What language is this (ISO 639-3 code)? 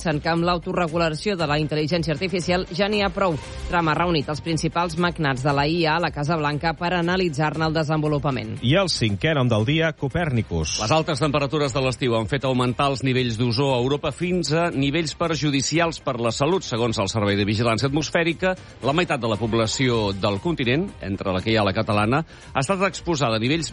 cat